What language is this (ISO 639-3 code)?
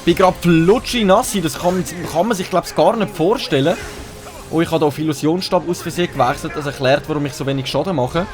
gsw